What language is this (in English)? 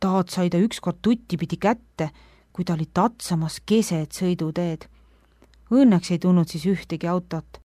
Estonian